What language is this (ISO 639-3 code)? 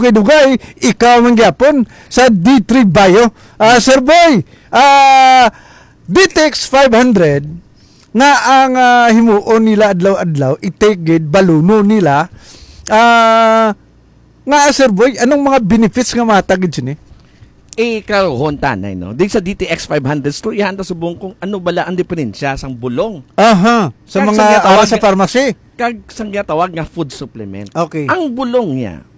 hil